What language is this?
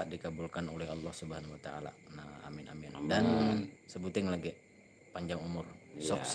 Banjar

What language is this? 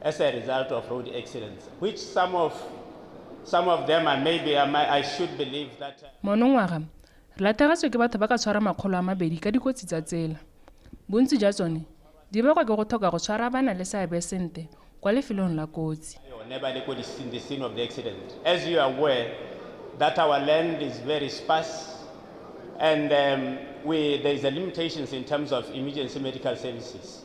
Tswana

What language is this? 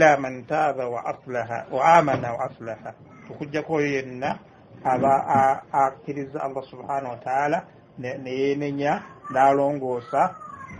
Ganda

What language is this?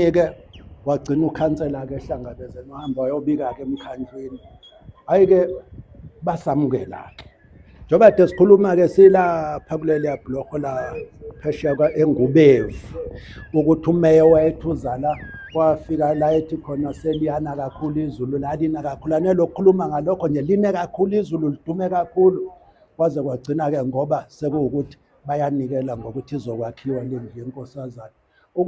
Zulu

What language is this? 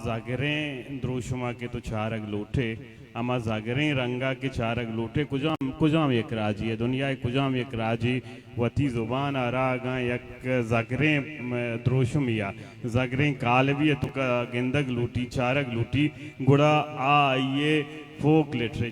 Baluchi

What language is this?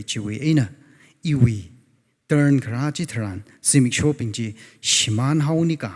Tangkhul Naga (India)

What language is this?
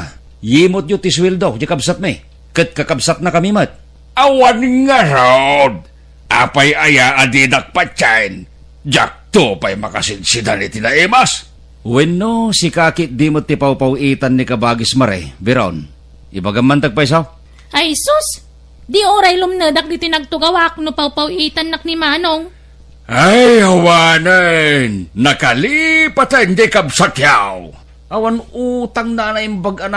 Iloko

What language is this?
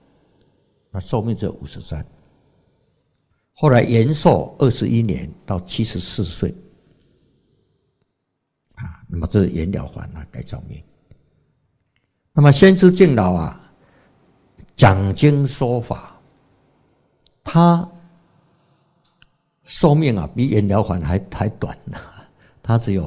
Chinese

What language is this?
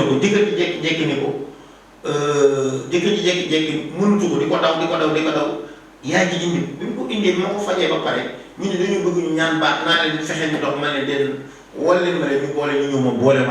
Wolof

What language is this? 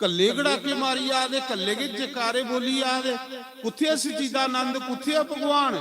Dogri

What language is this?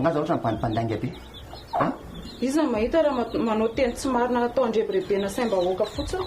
Malagasy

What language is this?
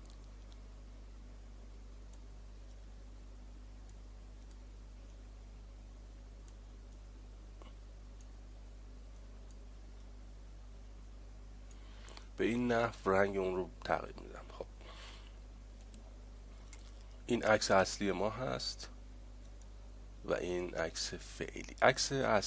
Persian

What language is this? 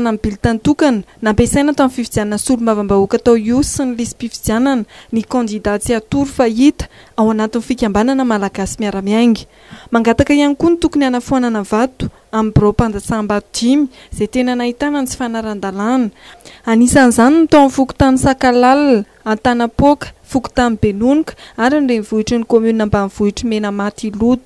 Malagasy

